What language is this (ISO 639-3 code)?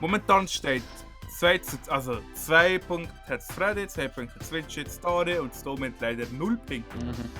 gsw